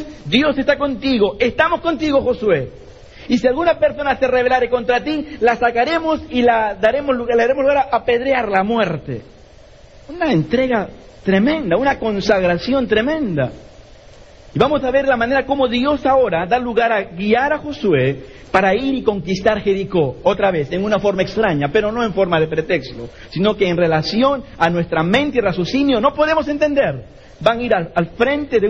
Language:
Spanish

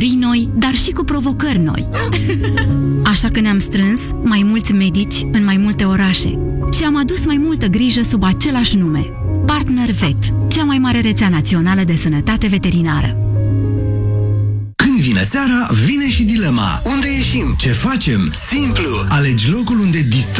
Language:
Romanian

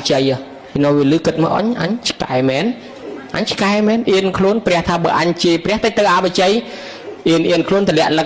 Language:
Khmer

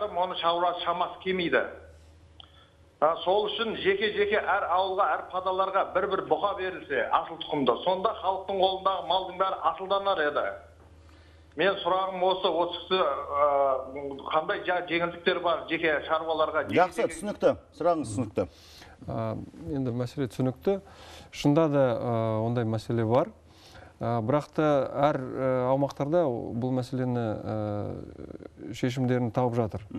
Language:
Kazakh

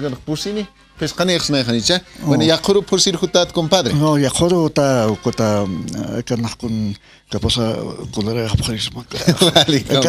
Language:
Aymara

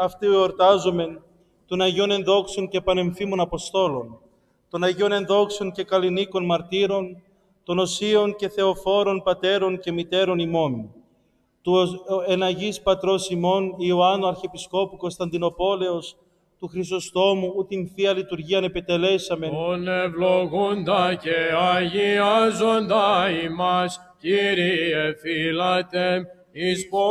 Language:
Greek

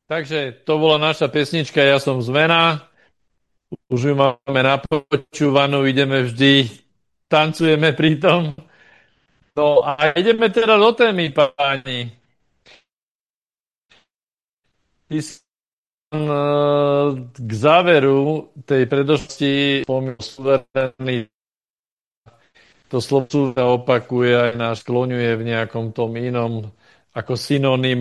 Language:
Slovak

